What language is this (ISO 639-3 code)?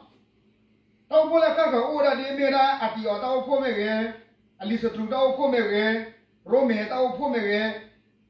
ksw